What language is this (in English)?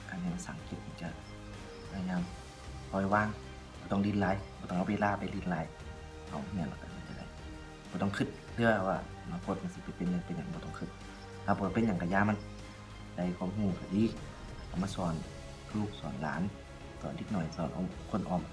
Lao